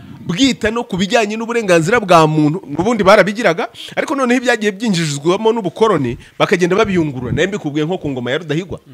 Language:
Kinyarwanda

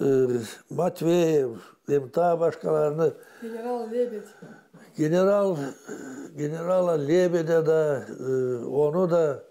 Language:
Gagauz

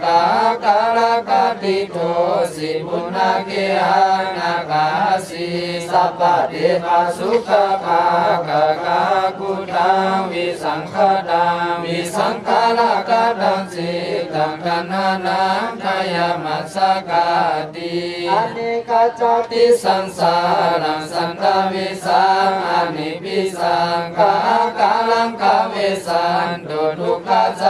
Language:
Pali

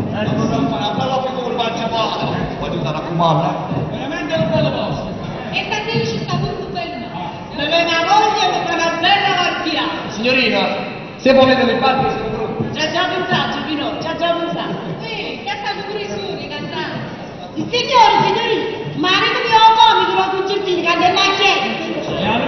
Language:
Neapolitan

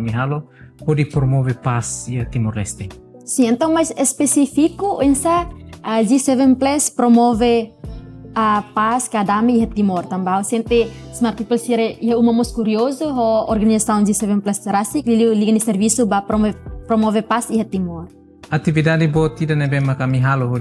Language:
Tetum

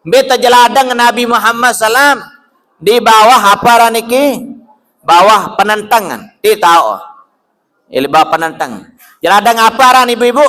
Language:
Sasak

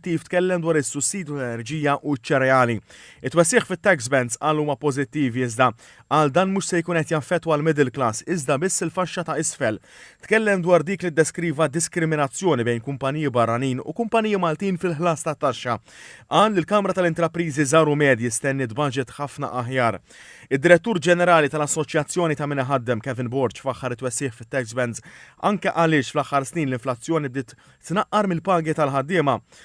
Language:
Maltese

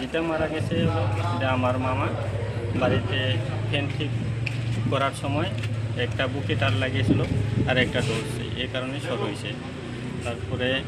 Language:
Kok Borok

